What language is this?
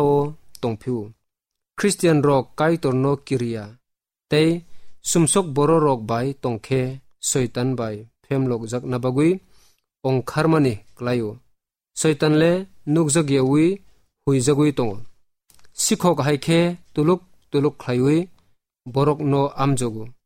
Kok Borok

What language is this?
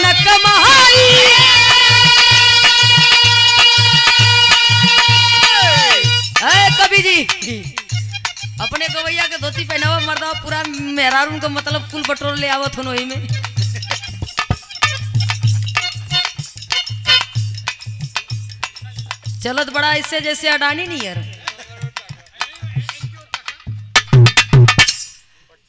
Bhojpuri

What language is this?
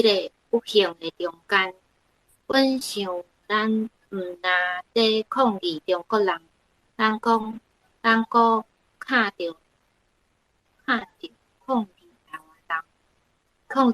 Min Nan Chinese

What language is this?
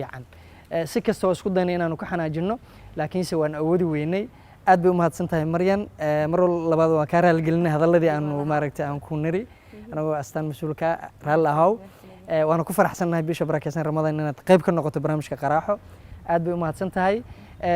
Somali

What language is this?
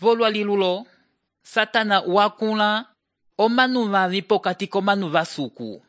Umbundu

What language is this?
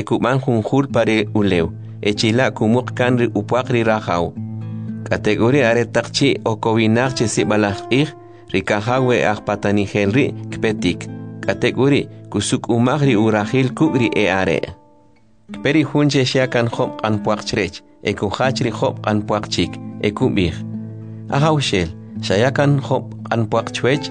Kʼicheʼ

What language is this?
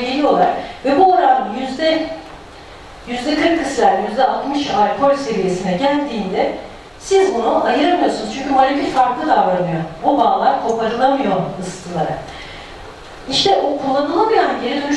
Turkish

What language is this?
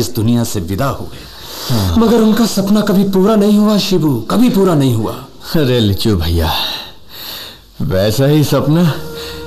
Hindi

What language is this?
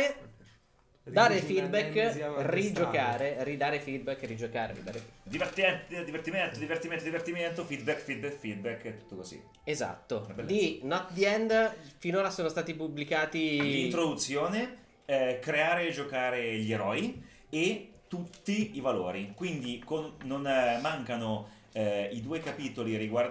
Italian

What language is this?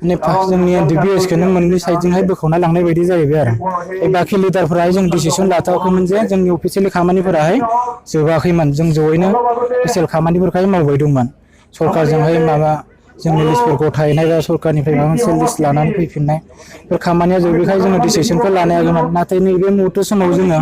Bodo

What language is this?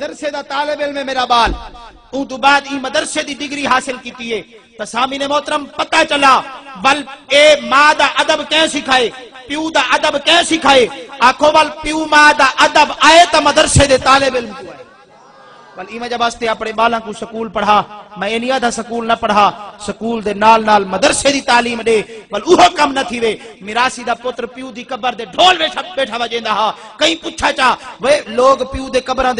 Saraiki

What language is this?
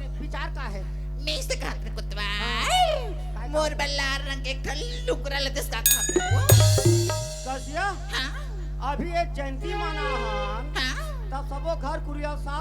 Chhattisgarhi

